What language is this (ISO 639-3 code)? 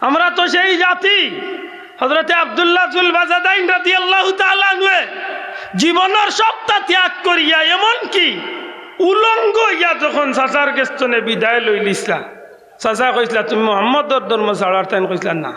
syl